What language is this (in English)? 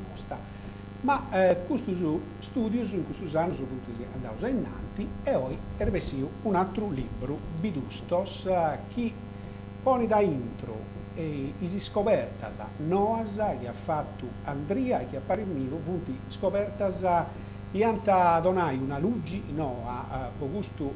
Sardinian